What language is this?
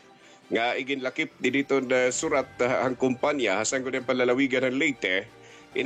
Waray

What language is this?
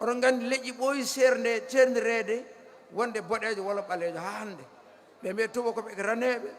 Fula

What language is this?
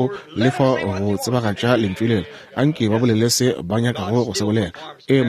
Northern Sotho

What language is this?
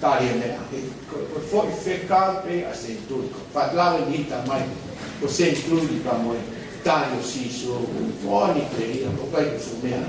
Tongan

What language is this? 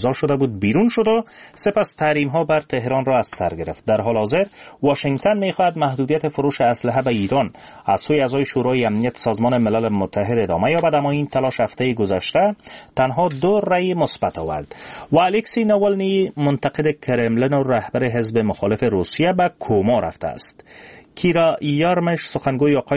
Persian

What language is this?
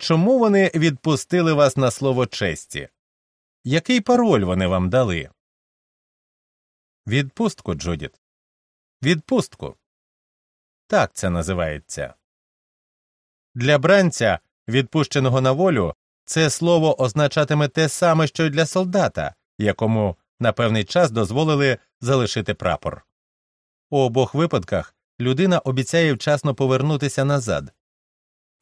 Ukrainian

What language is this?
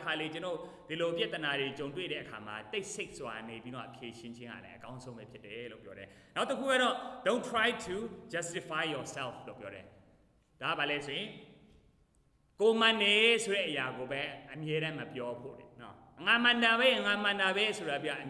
Burmese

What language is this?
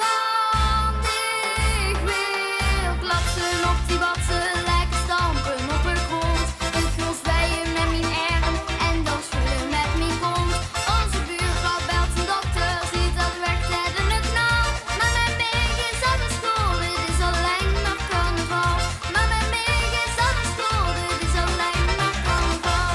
Limburgish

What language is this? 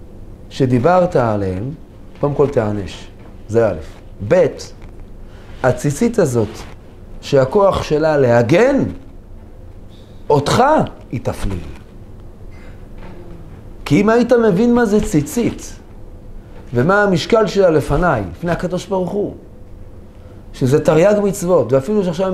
Hebrew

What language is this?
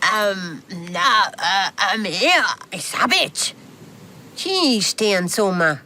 Romansh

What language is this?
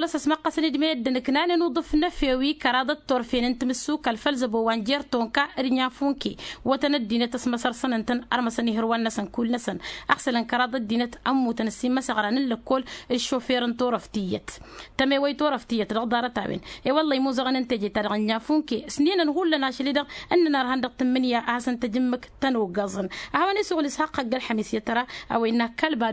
Tamasheq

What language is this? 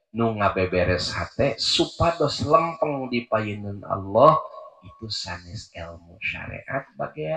Sundanese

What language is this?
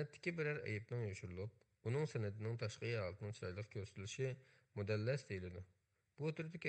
Uyghur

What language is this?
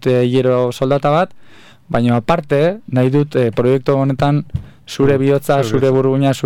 Basque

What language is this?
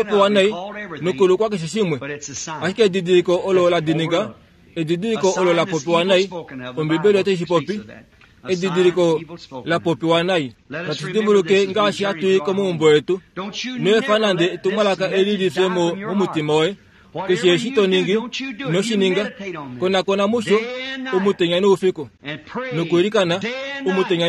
Kuanyama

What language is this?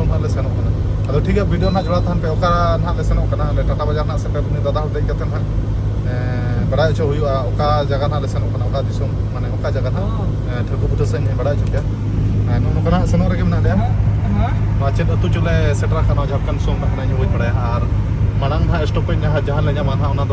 Santali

